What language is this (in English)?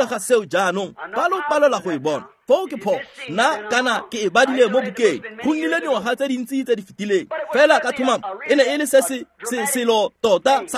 Tswana